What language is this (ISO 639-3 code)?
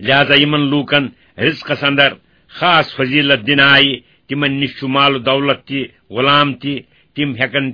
kas